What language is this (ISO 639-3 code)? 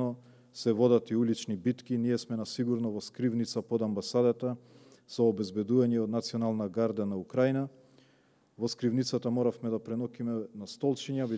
mkd